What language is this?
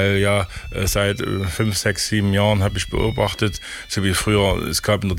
German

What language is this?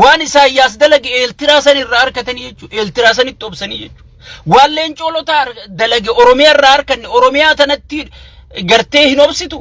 Oromo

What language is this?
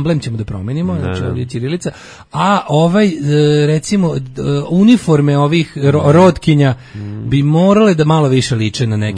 Serbian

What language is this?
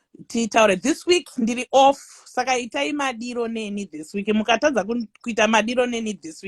Shona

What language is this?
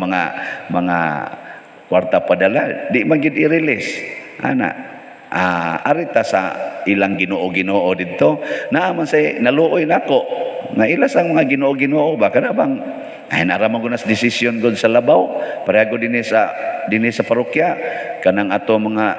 Cebuano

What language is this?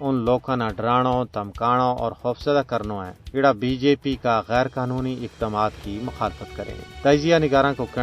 Gujari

